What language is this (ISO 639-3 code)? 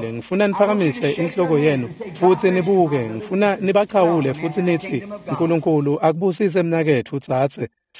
ssw